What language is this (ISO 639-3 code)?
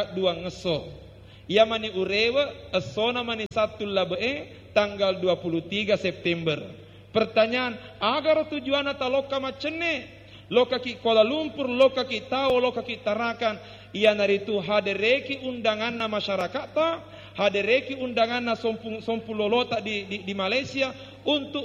bug